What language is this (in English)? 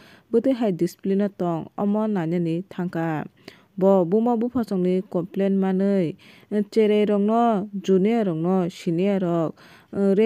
Kok Borok